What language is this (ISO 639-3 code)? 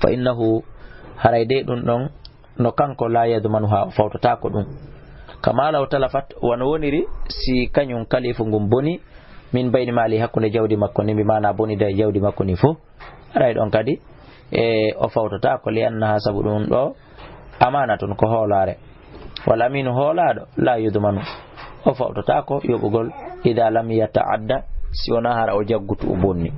ful